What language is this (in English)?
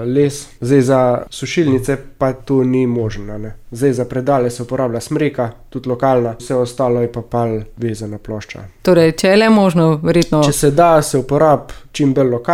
Slovenian